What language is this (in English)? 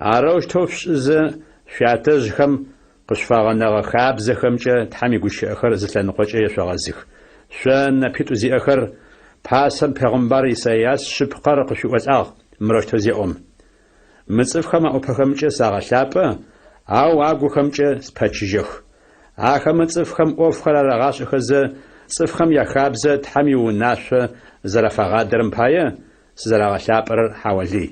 Adyghe